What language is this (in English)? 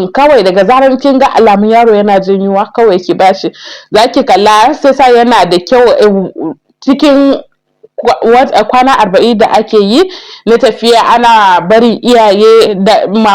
Hausa